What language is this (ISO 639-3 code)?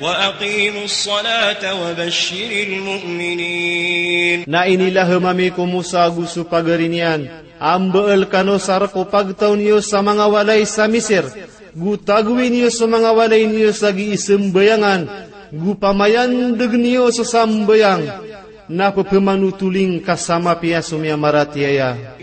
mrw